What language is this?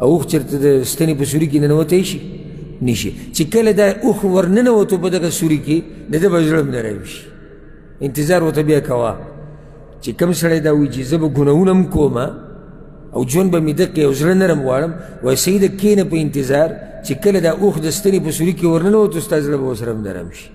Pashto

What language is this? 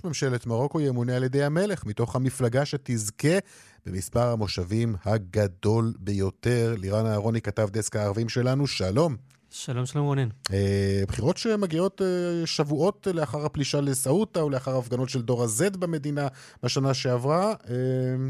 Hebrew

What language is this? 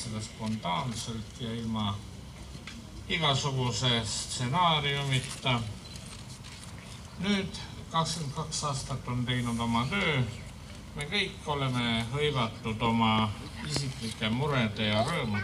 Estonian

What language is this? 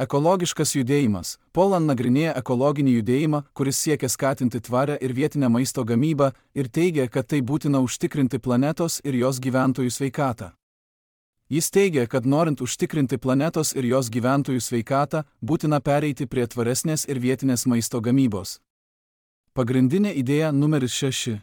Lithuanian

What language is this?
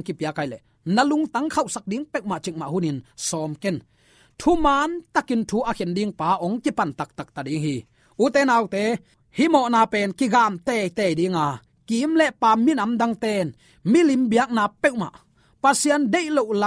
Tedim Chin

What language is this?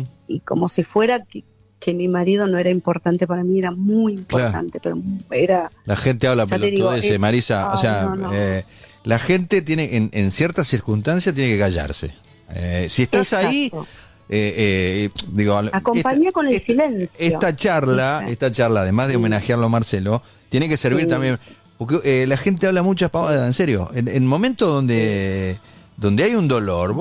Spanish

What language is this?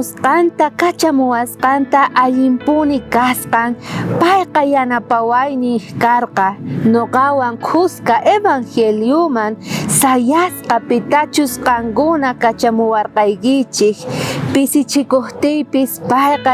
South Bolivian Quechua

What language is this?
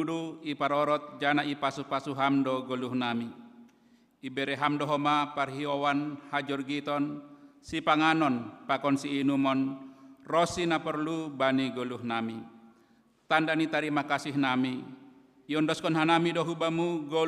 Batak Simalungun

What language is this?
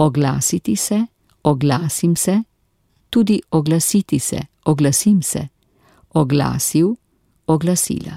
Slovenian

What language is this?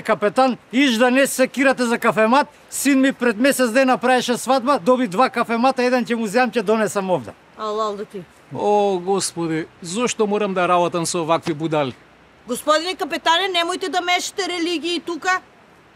Macedonian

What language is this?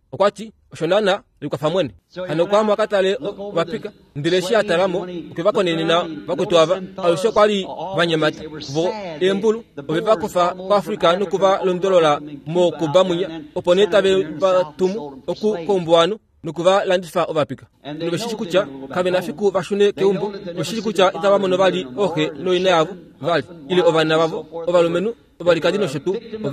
Kuanyama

